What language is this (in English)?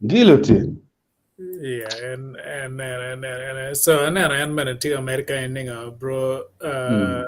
Acoli